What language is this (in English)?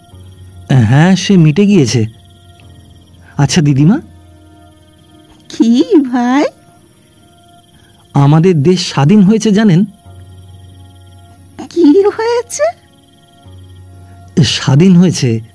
Bangla